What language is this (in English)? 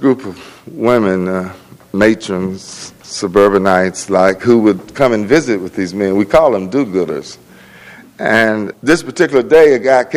English